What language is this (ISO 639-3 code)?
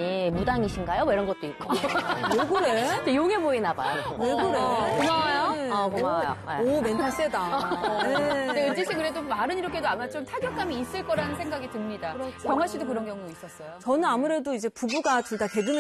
kor